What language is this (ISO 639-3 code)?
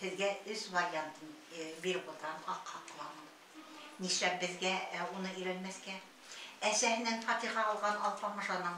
bak